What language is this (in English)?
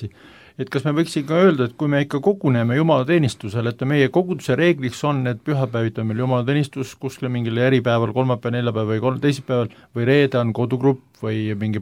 Estonian